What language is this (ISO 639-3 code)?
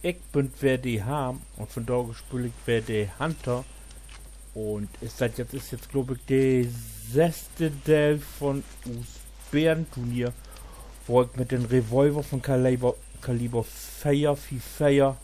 nds